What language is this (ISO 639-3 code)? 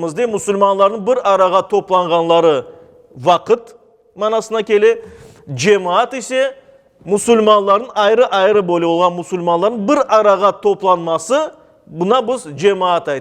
crh